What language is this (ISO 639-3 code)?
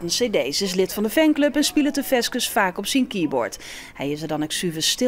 fry